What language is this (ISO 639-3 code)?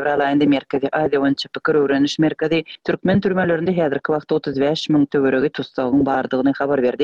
tuk